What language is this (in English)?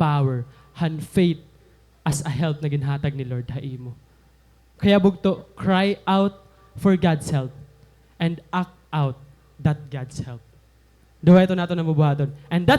Waray